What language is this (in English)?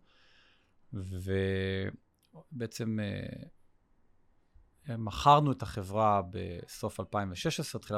Hebrew